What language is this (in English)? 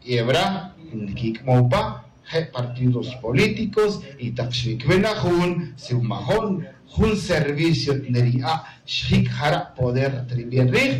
Kaqchikel